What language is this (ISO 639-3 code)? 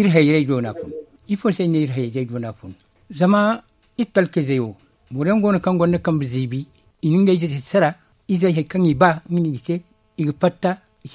dje